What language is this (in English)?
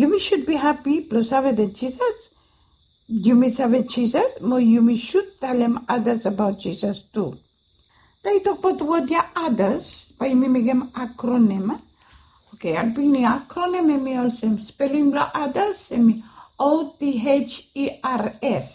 Bislama